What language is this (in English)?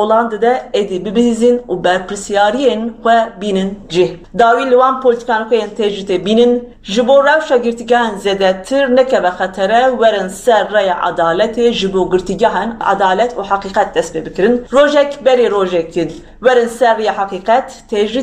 Kurdish